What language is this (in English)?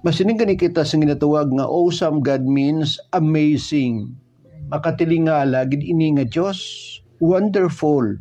Hiligaynon